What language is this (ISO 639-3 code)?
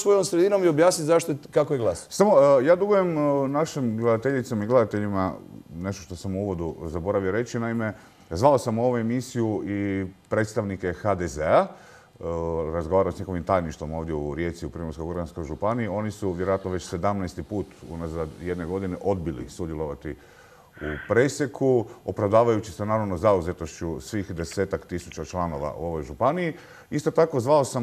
hrv